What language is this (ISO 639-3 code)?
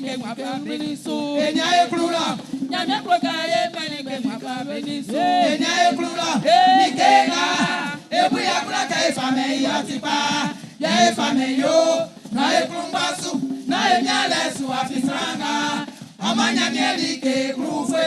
bci